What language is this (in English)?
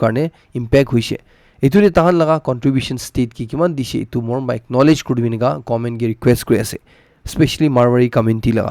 Naga Pidgin